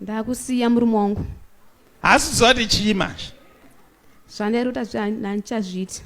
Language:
Shona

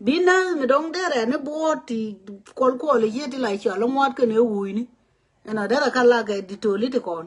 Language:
Nuer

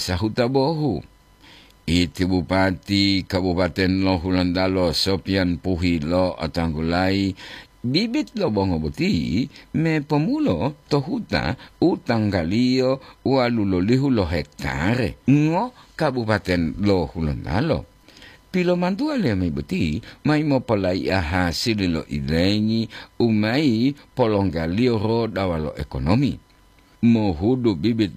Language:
Gorontalo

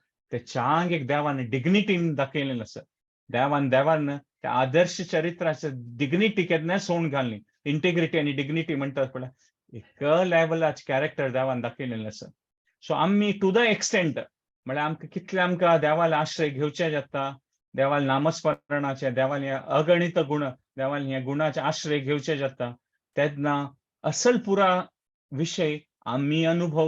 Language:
Konkani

